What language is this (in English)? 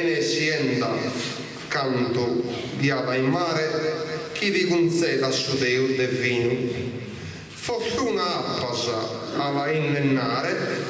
Sardinian